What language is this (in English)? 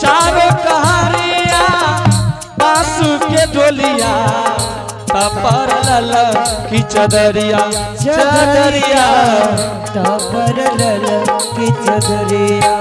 Angika